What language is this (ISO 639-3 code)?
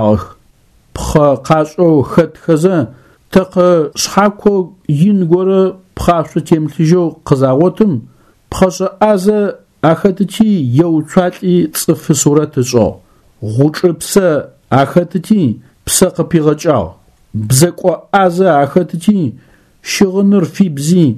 ady